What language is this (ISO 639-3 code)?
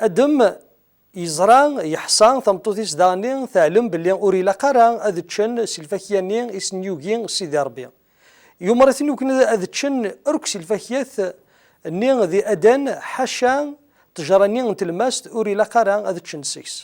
kab